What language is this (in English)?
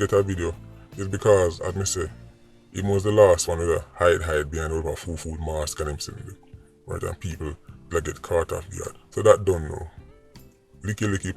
Jamaican Creole English